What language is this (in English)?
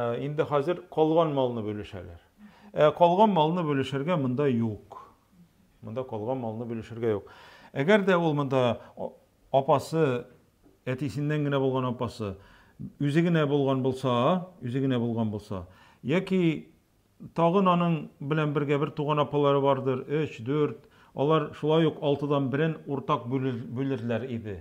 Tatar